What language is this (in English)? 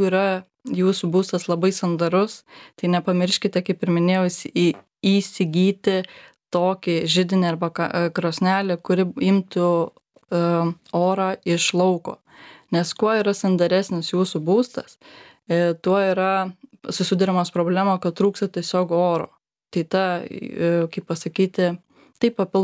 Lithuanian